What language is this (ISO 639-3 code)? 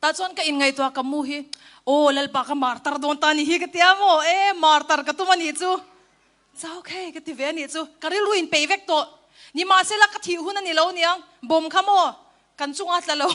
cnh